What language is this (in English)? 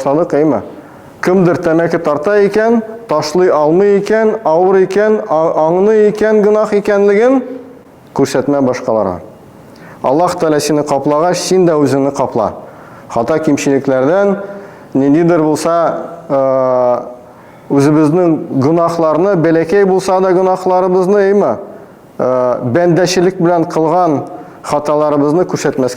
Tatar